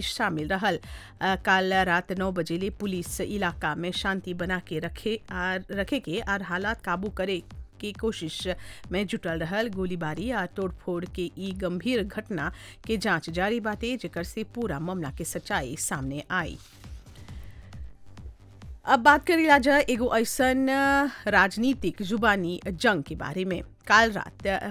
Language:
Bhojpuri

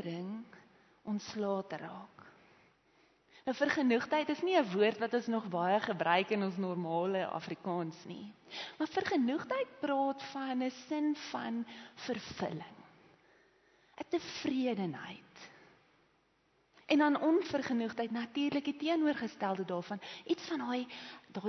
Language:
Afrikaans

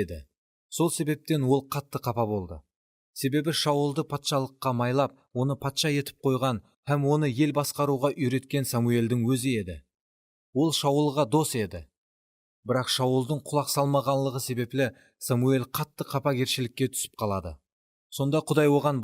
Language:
Kara-Kalpak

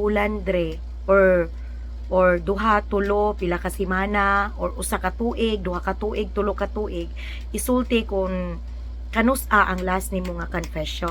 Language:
Cebuano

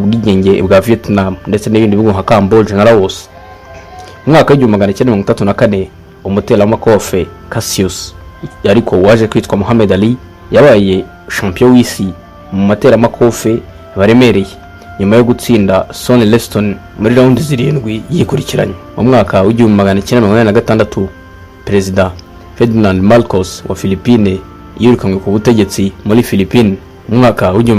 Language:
Kinyarwanda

